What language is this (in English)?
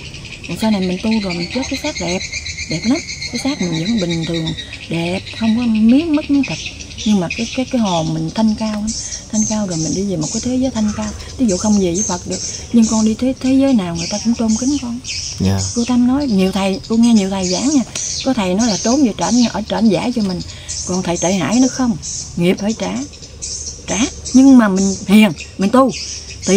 Vietnamese